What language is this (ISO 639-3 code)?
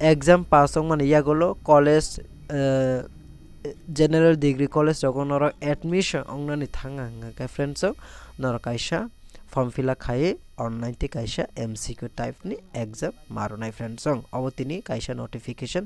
trp